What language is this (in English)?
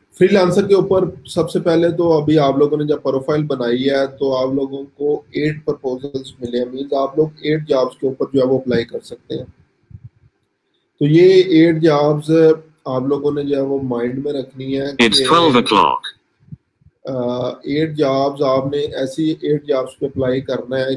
Hindi